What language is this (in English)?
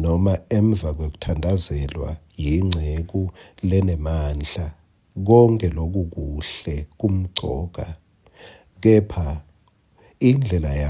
Swati